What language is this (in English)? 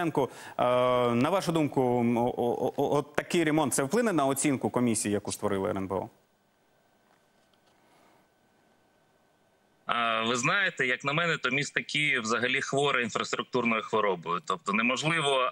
Ukrainian